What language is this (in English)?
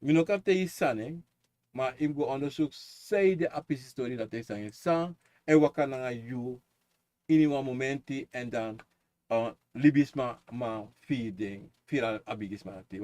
Sranan Tongo